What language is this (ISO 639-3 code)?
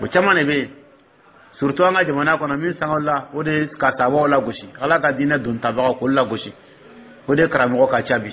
dyu